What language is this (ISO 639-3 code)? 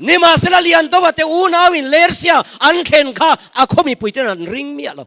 lus